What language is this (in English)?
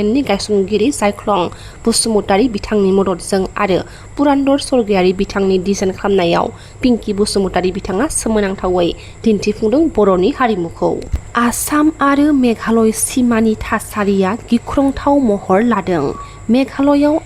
Bodo